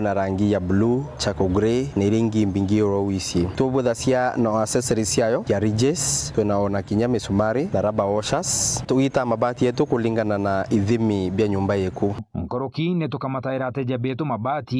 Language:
Meru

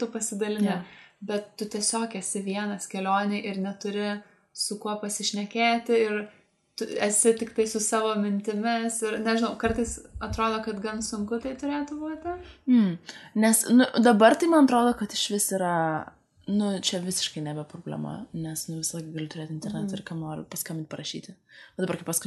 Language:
Lithuanian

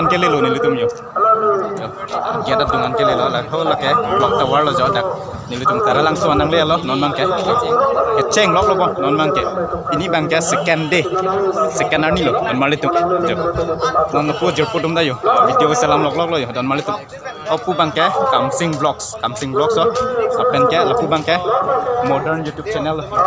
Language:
Karbi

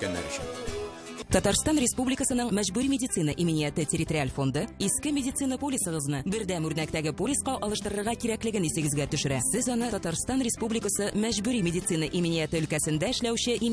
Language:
Tatar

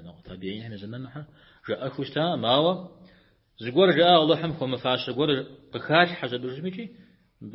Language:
Kabardian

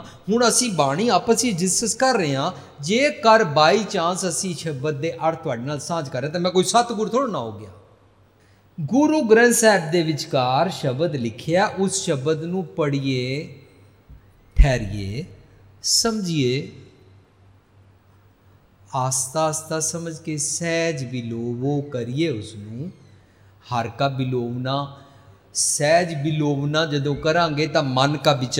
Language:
Punjabi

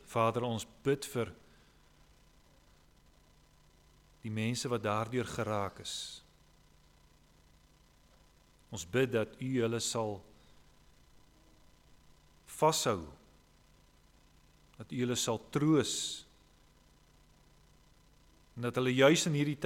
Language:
Afrikaans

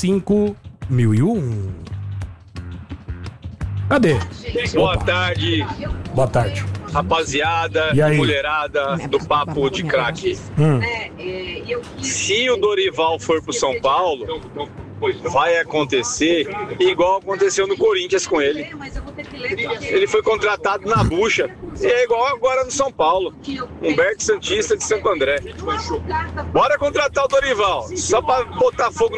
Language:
Portuguese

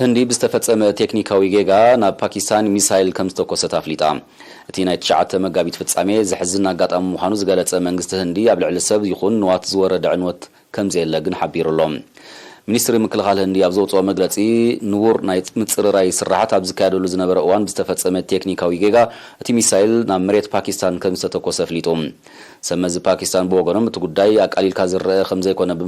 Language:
Tigrinya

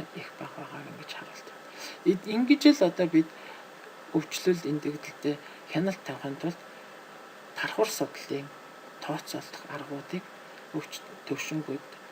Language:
Mongolian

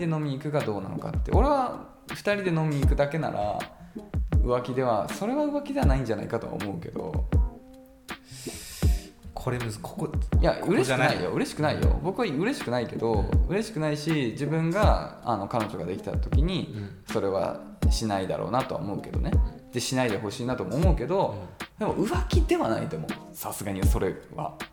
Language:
Japanese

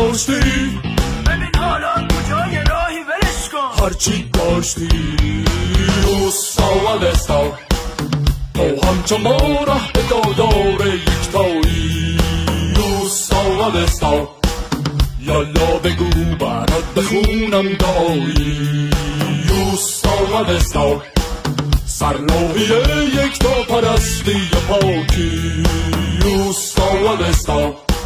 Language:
Persian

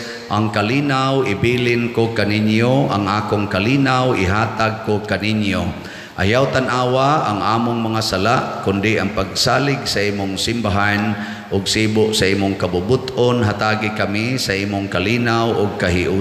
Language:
Cebuano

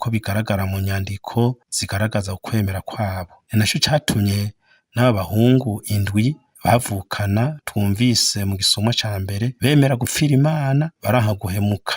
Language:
Rundi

